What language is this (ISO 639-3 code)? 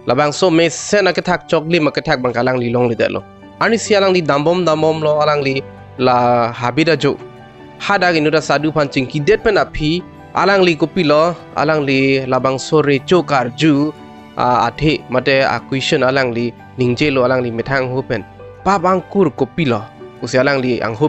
mjw